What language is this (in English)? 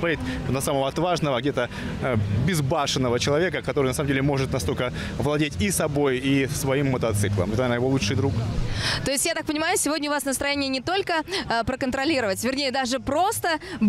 Russian